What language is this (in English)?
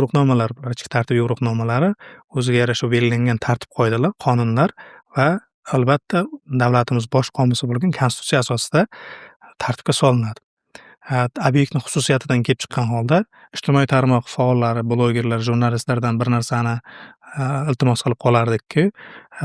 Uzbek